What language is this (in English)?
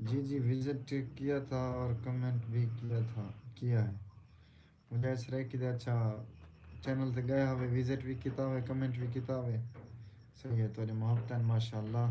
Saraiki